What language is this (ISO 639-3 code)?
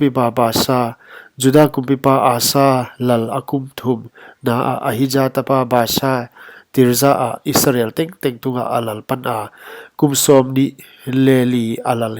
pck